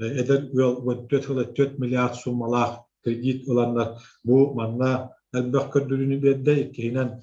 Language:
Yakut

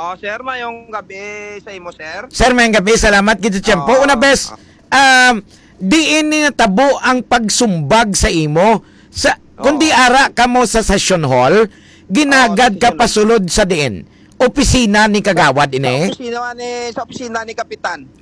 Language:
Hiligaynon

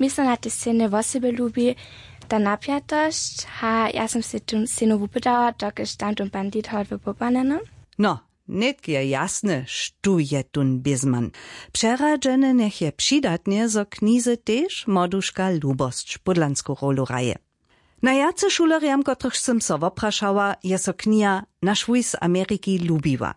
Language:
Upper Sorbian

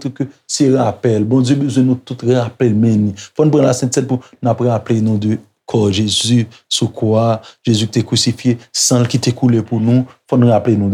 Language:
Haitian Creole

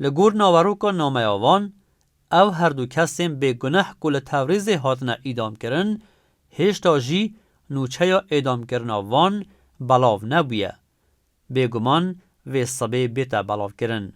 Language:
Kurdish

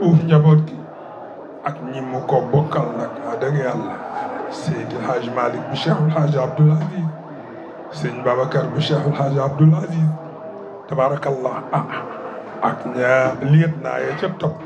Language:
Wolof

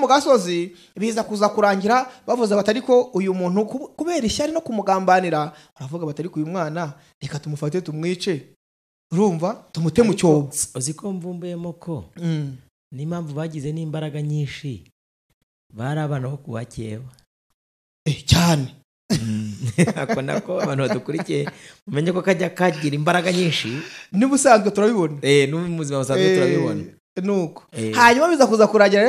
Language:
Kinyarwanda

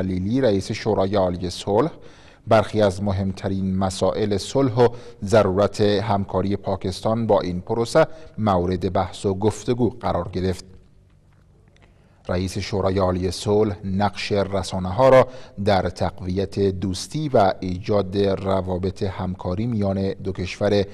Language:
Persian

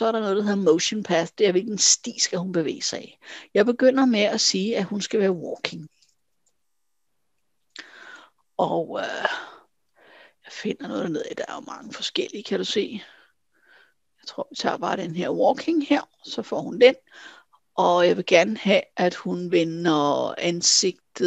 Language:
Danish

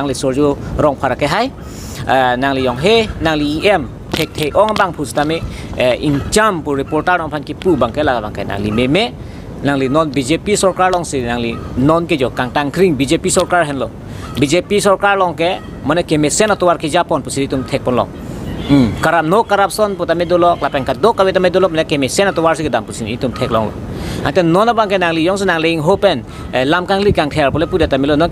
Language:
Karbi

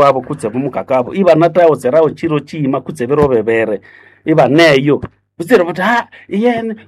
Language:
Nande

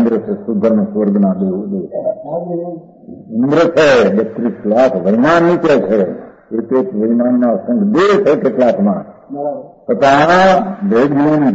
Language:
Gujarati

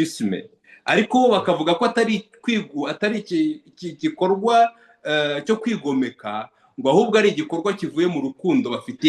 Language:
Kinyarwanda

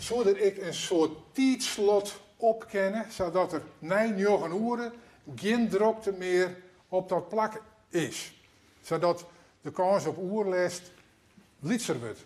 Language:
Western Frisian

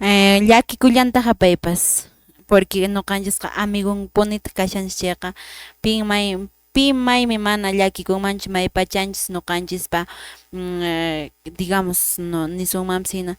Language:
Quechua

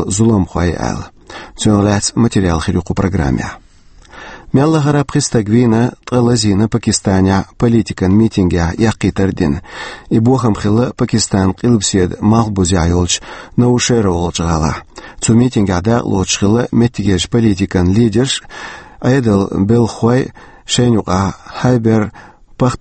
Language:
Chechen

